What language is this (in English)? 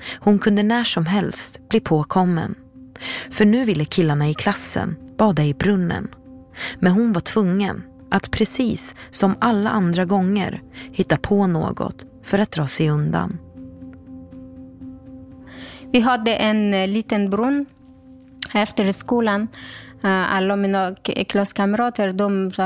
Swedish